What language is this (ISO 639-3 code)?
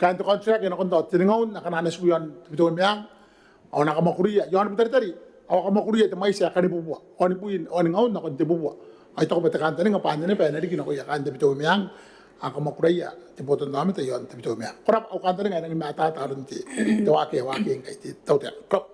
gil